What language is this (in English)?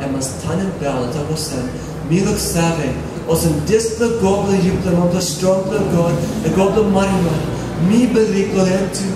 Tok Pisin